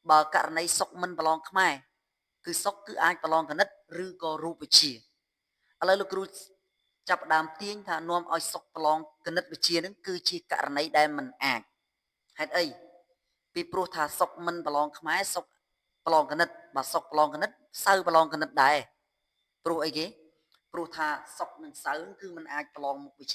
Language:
Khmer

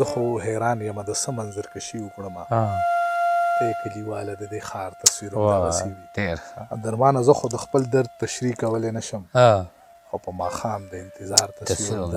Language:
Pashto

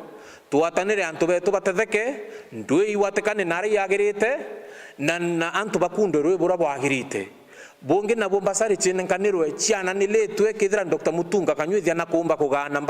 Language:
Meru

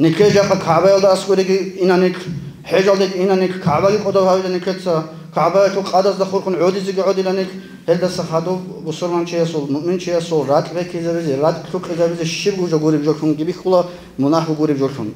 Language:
Avaric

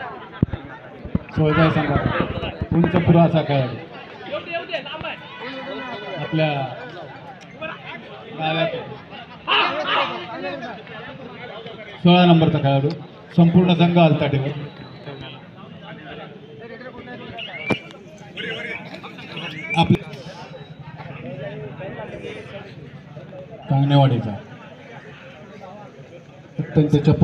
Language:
Marathi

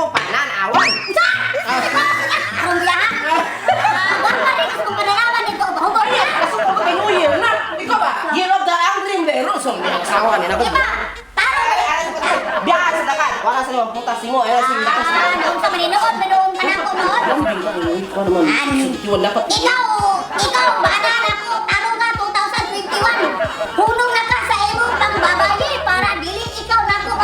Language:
Cebuano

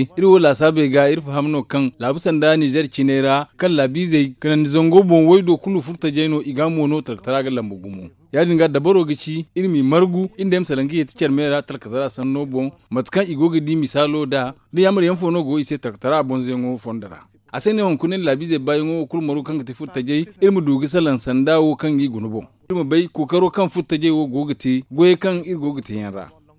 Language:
Zarma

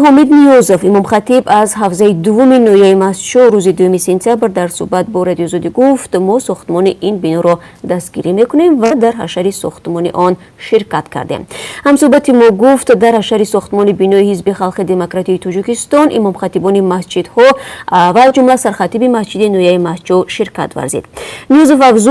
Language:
Tajik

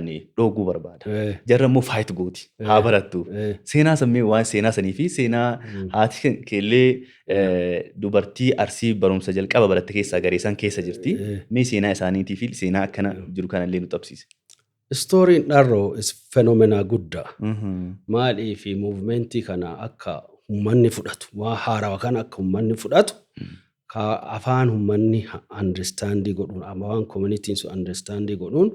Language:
Oromo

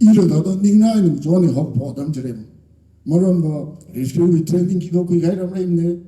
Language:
Tangkhul Naga (India)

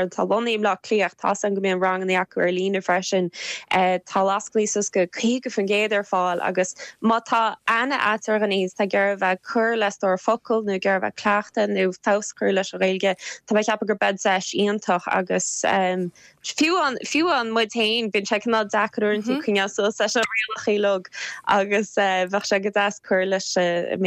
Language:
Irish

